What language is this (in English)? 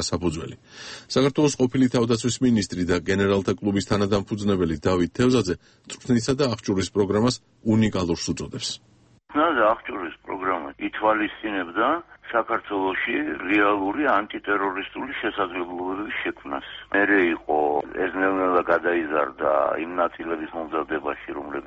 Georgian